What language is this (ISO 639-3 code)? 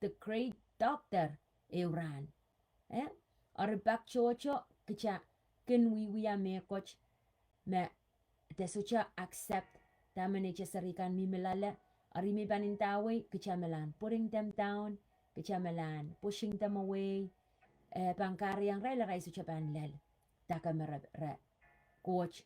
pon